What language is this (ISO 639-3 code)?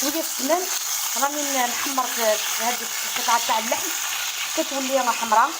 arq